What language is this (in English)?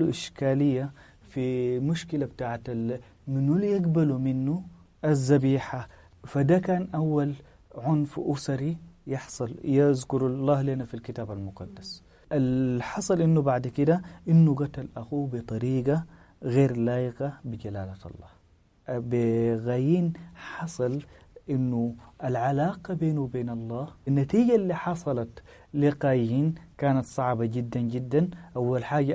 Sudanese Arabic